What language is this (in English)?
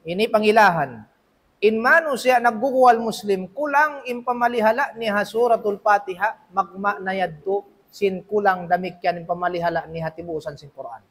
Tausug